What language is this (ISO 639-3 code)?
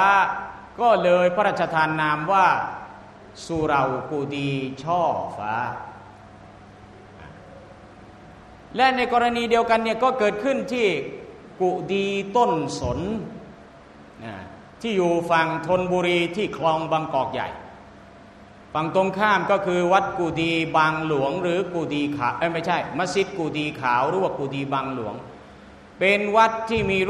tha